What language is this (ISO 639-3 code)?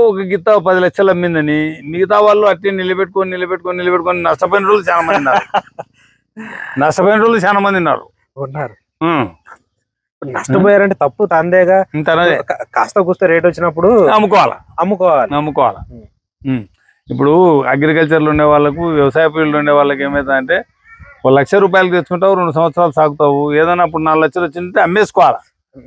tel